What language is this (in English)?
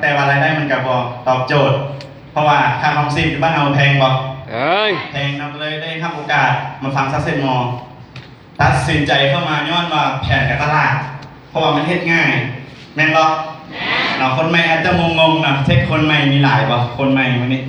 Lao